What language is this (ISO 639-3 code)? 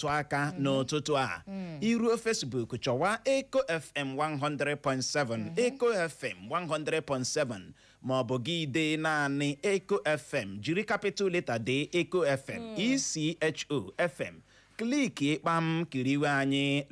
ibo